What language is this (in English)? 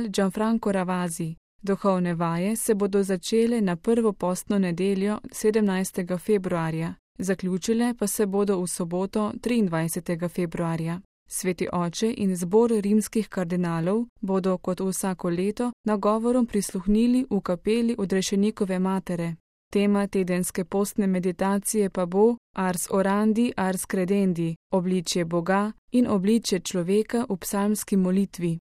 Slovenian